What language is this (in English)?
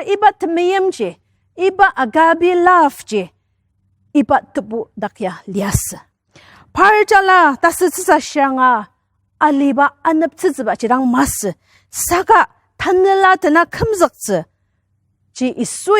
Ao Naga